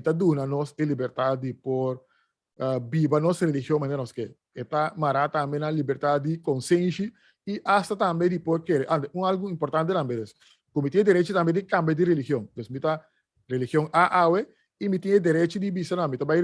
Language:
Papiamento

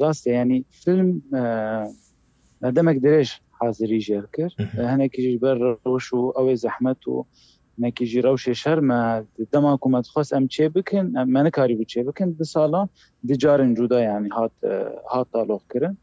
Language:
Kurdish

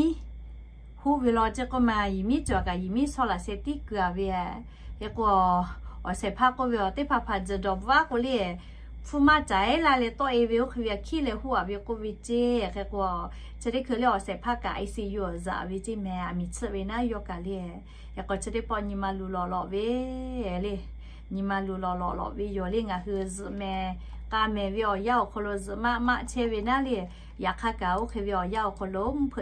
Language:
Lahu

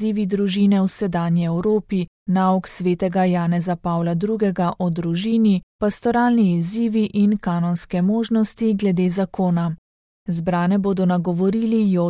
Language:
Slovenian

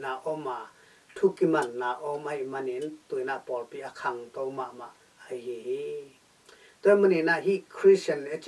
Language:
Tedim Chin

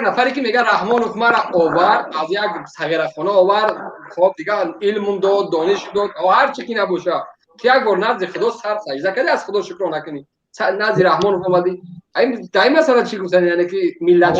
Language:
Tajik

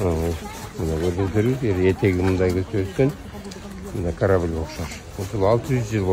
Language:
Kyrgyz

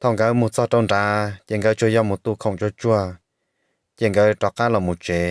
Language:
Hmong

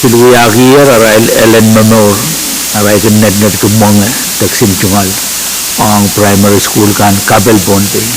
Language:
Pohnpeian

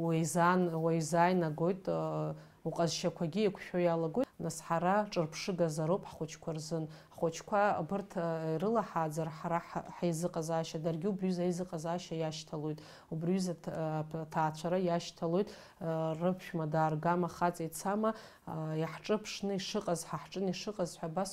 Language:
Abkhazian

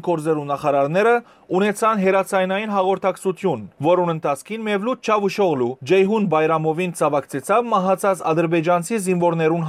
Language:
Western Armenian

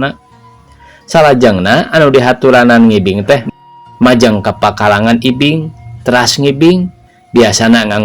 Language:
Sundanese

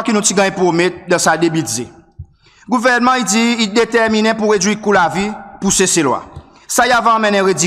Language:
Seselwa Creole French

